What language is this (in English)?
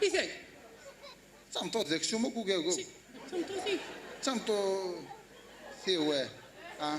Kabyle